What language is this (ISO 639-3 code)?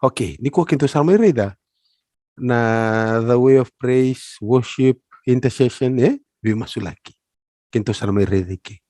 fij